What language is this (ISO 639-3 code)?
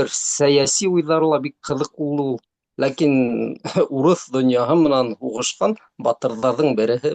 bak